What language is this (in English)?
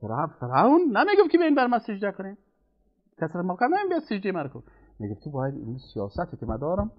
Persian